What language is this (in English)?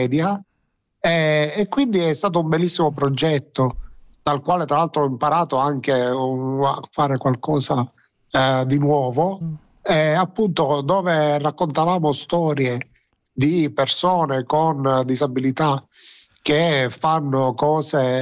Italian